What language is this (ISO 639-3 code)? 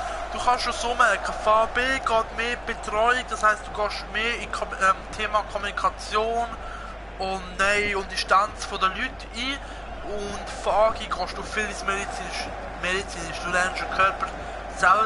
gsw